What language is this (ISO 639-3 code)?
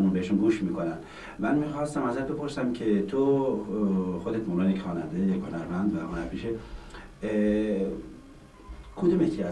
fas